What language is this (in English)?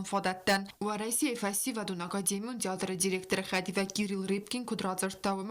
Ossetic